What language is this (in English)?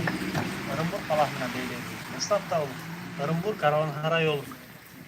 Bashkir